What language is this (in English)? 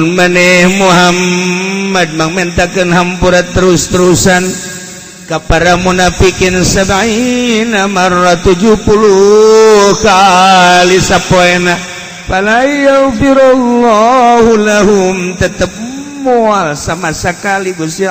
Sundanese